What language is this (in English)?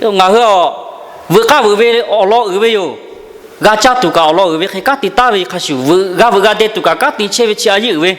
Lahu